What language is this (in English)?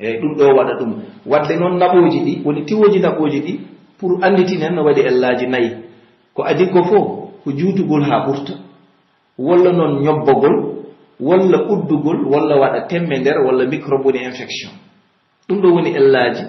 Pular